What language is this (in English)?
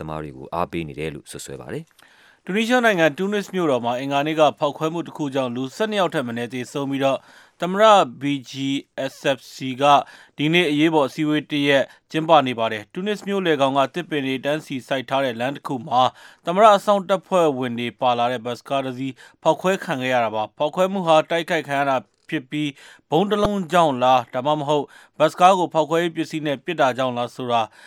Burmese